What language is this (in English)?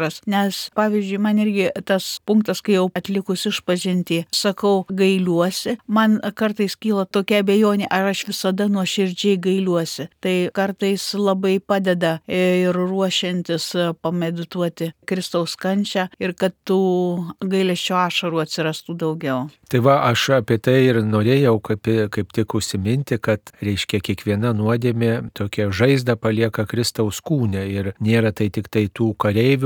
Lithuanian